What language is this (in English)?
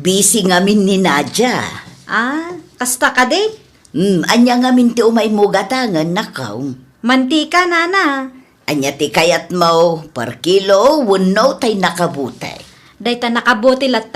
Iloko